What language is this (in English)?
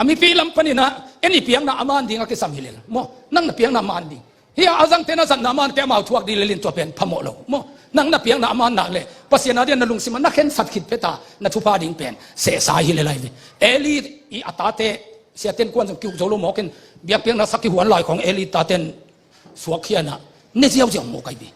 Tedim Chin